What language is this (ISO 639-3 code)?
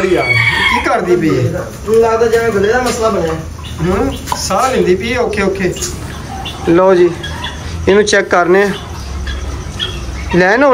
pan